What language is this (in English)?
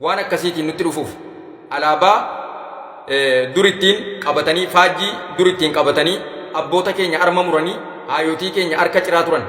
Oromo